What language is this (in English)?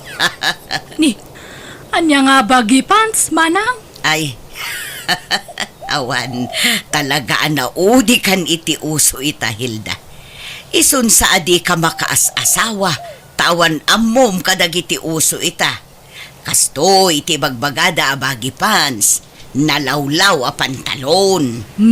Iloko